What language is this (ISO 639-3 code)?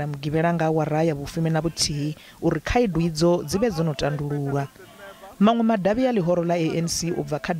ven